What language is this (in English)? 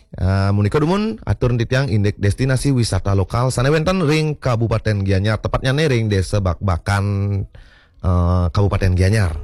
Balinese